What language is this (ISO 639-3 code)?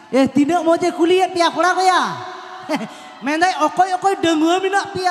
sat